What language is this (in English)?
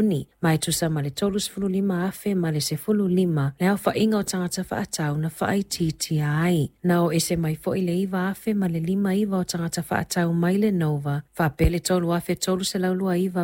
Samoan